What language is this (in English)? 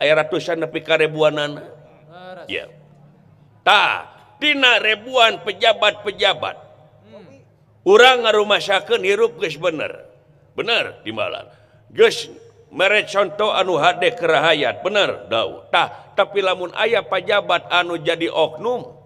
Sundanese